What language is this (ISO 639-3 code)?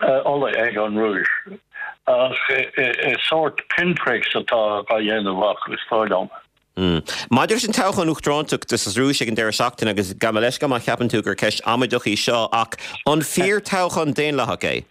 gle